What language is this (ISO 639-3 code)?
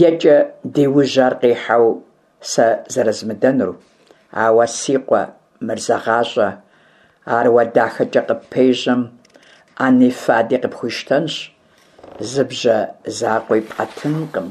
kbd